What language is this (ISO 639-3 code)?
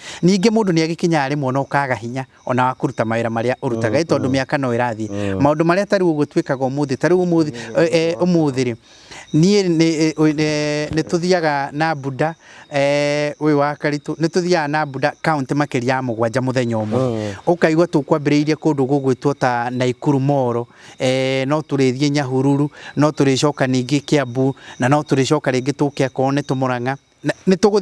kik